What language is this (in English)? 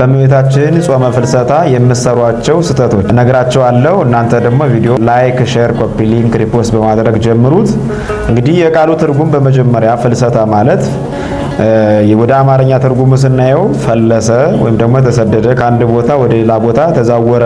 Amharic